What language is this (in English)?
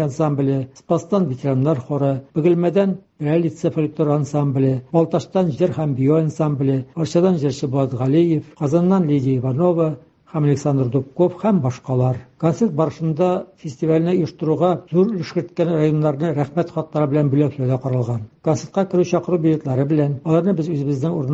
Tatar